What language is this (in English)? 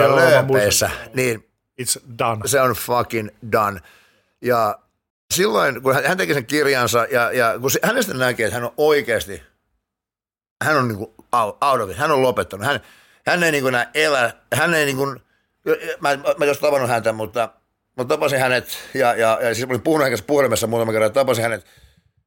Finnish